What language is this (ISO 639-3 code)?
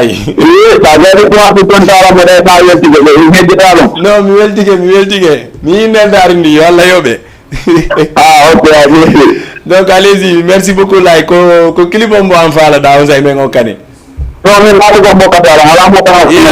ful